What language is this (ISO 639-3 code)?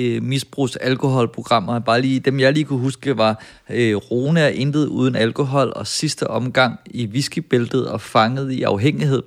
dan